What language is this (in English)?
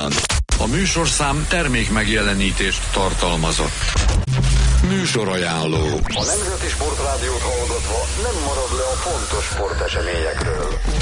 Hungarian